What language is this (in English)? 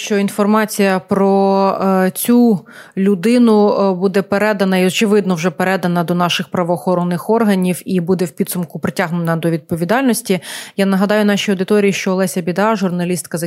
Ukrainian